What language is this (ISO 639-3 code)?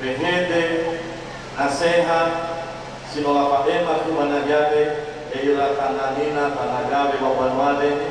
nia